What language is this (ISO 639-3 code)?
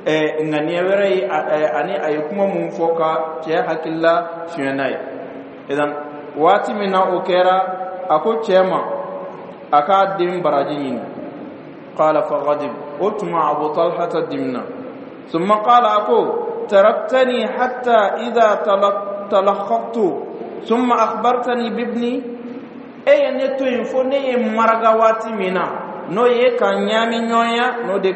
dyu